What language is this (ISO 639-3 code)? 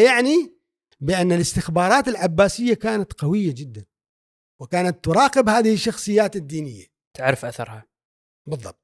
afb